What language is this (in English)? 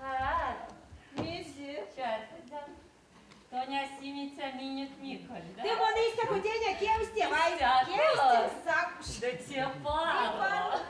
Erzya